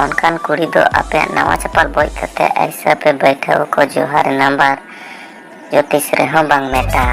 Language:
Santali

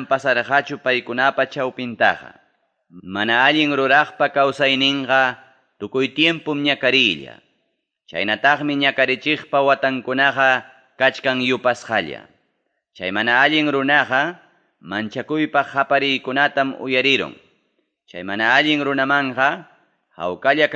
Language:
Ayacucho Quechua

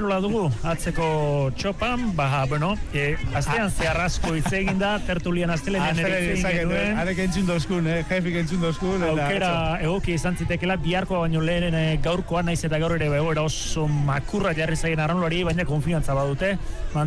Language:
Basque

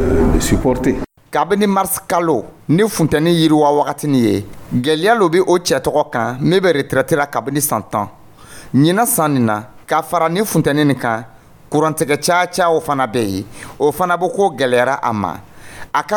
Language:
Dyula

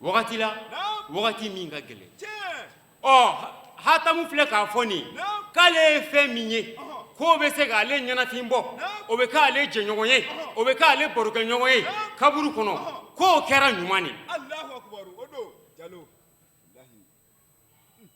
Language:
Bambara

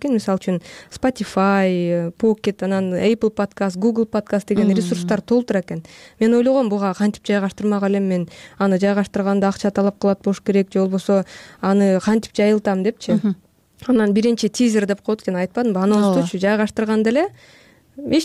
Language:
Kyrgyz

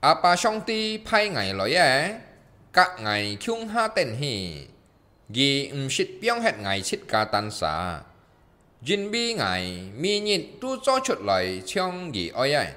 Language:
Hakka Chinese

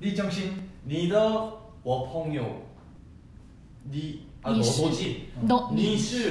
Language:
Korean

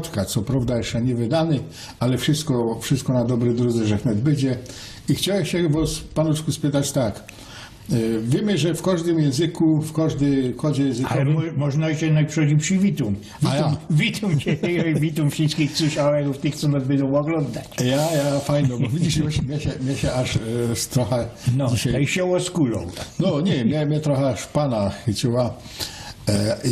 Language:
Silesian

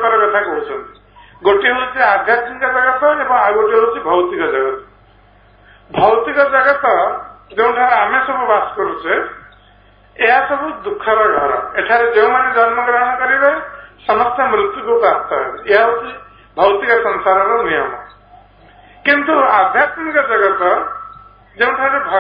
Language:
Odia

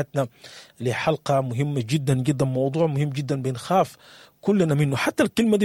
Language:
Sudanese Arabic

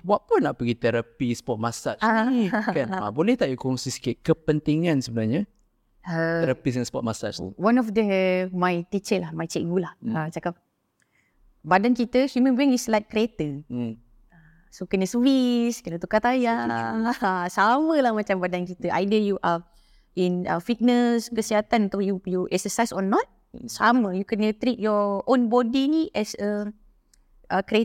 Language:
Malay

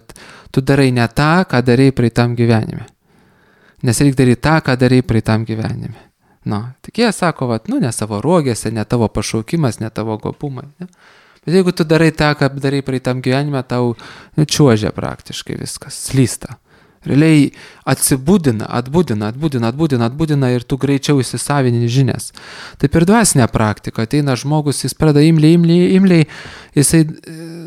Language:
Lithuanian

